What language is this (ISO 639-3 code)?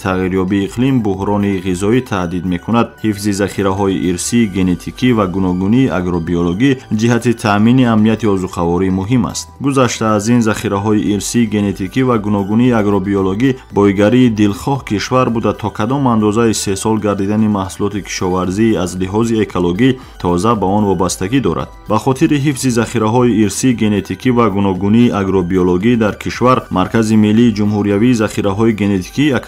tgk